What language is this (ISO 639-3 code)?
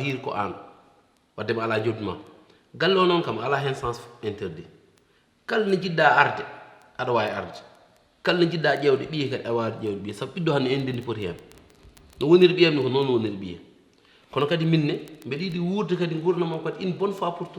ful